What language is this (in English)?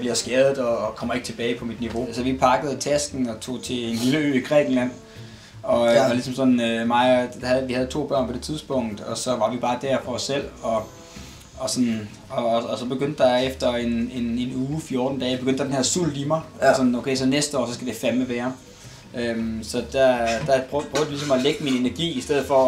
Danish